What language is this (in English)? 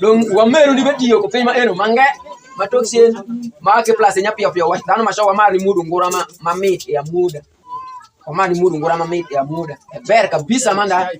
Alur